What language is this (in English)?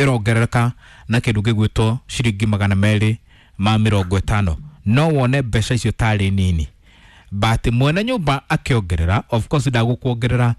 Kikuyu